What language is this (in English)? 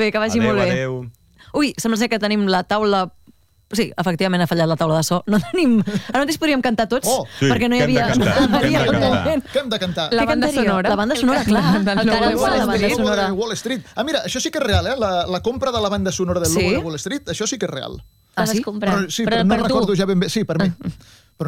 Catalan